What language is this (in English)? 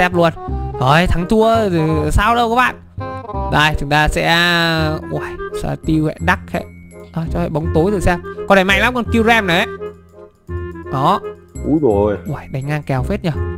Vietnamese